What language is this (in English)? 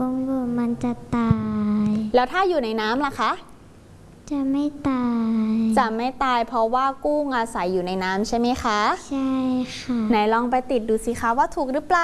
Thai